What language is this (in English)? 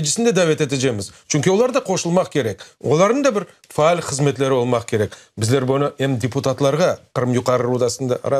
Crimean Tatar